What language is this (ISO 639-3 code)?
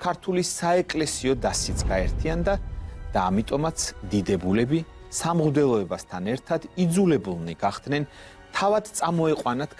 kat